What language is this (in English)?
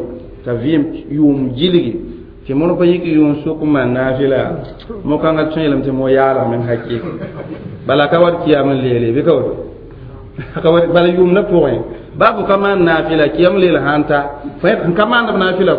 Mossi